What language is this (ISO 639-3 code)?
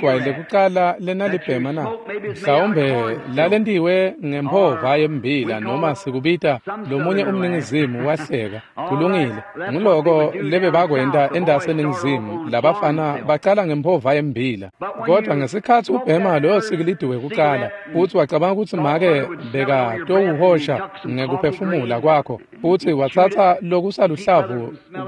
ssw